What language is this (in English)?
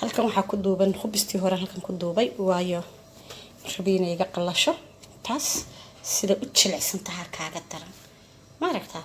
Somali